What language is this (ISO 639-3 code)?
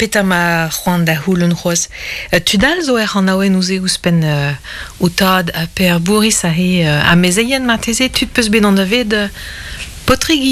bre